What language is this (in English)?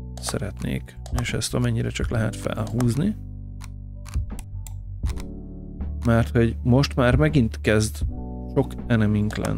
Hungarian